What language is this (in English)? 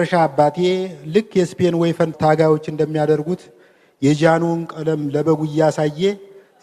Amharic